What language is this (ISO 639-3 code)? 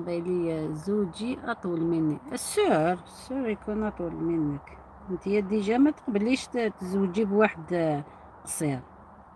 arq